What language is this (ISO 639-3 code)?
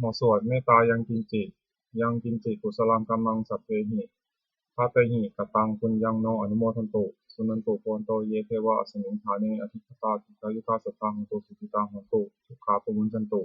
pli